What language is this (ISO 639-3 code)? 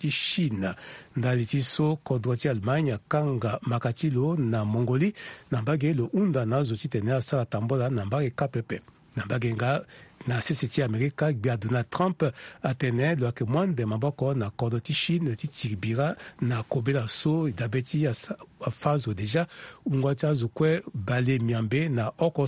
sag